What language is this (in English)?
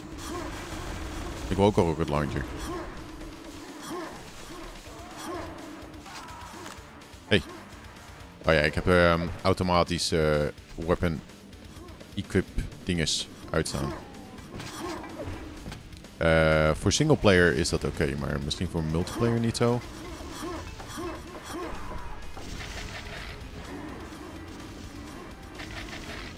Dutch